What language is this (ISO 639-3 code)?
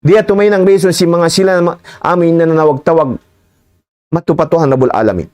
tsg